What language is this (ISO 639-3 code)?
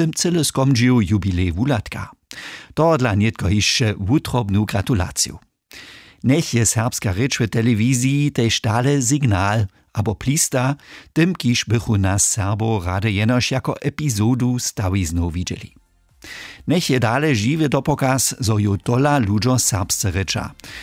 hsb